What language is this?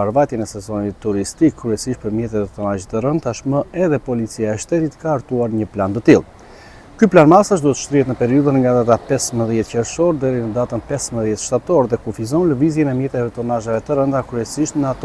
Albanian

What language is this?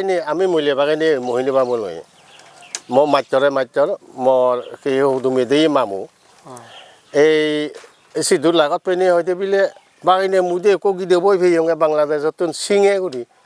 Chakma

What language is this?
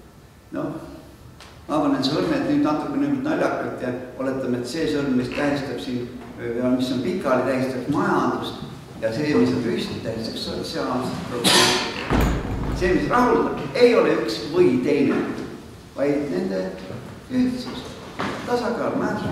Estonian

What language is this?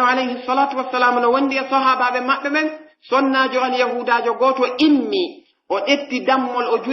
Pular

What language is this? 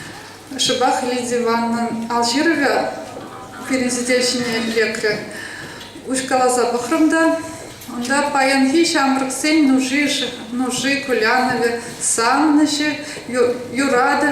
Chuvash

